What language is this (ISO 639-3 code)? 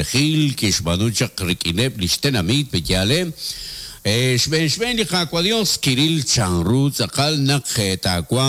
kek